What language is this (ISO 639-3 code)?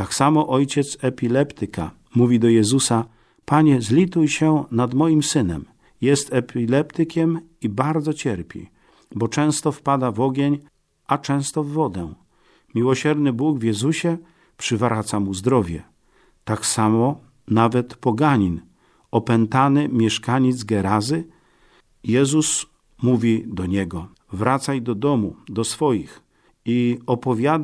pol